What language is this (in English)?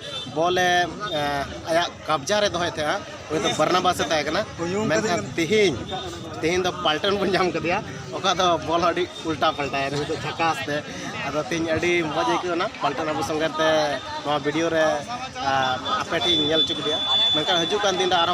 Santali